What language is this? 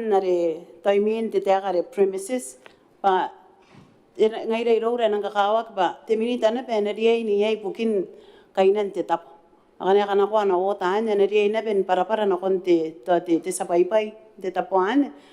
Gilbertese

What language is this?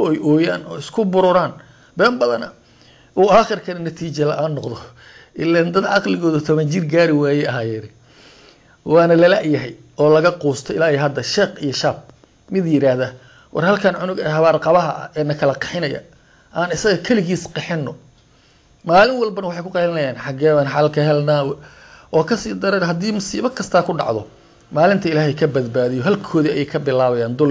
Somali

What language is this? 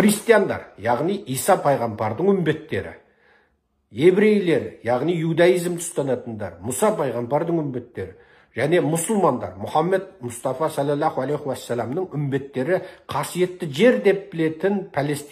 Kazakh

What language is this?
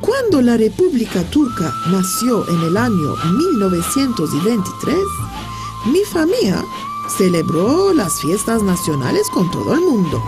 Ladino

